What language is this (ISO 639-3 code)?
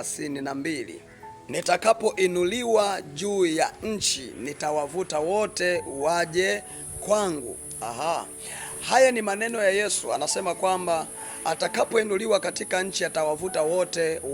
swa